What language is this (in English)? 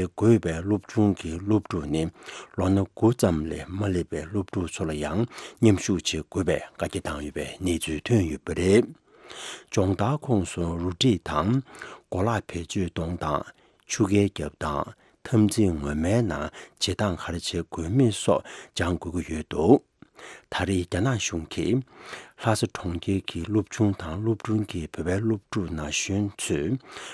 Tibetan